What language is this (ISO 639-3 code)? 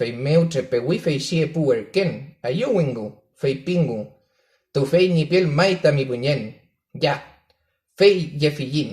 arn